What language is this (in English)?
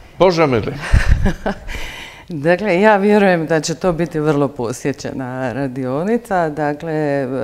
Croatian